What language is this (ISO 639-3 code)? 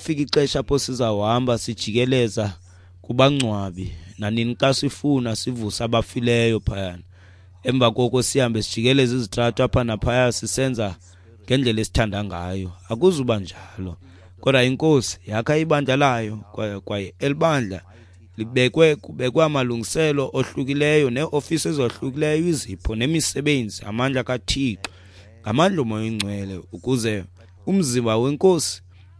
xho